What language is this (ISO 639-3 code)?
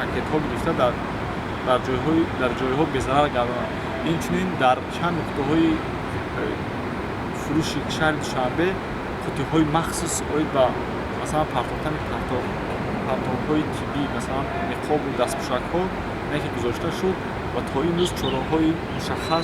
tgk